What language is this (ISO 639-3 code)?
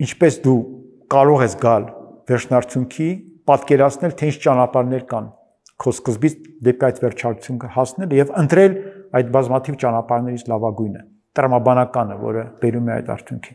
hye